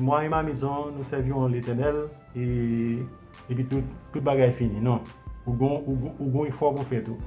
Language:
Haitian Creole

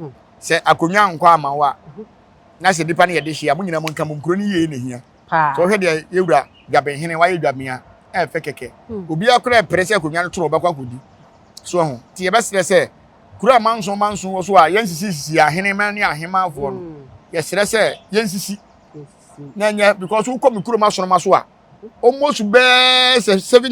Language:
Akan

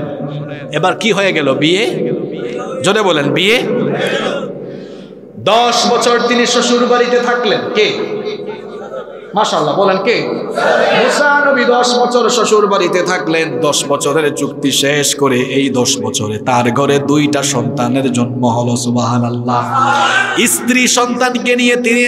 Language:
Bangla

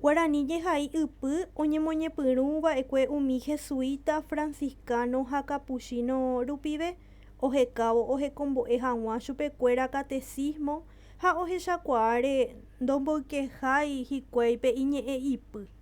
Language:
Guarani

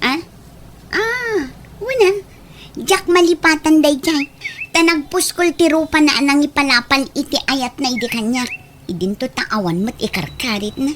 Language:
Iloko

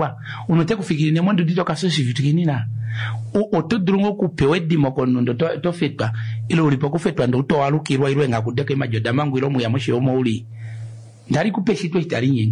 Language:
Kuanyama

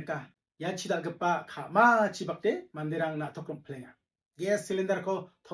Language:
Garo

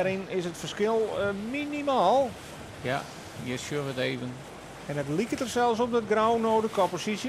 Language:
Western Frisian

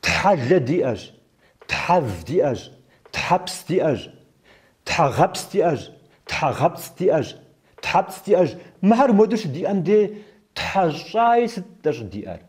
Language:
Kabardian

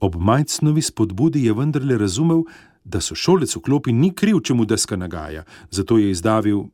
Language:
Slovenian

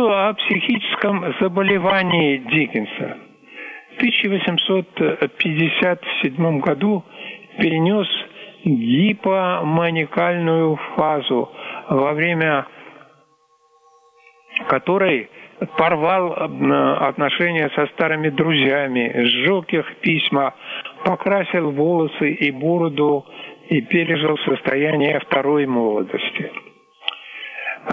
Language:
Russian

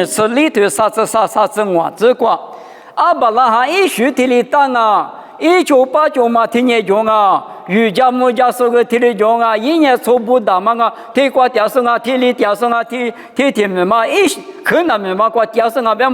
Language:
Lisu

